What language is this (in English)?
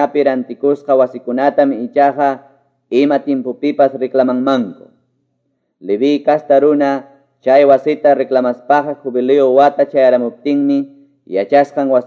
Quechua